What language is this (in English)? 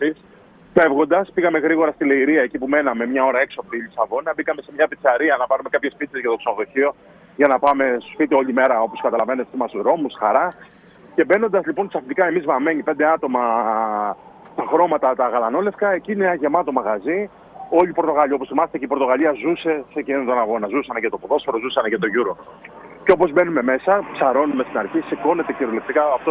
Greek